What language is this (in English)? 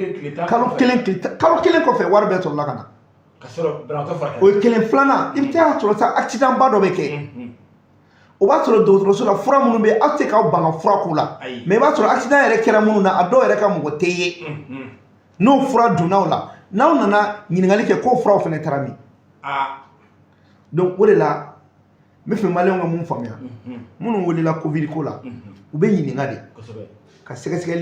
Bambara